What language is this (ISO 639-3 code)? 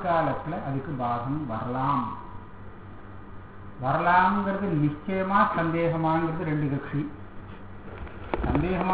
tam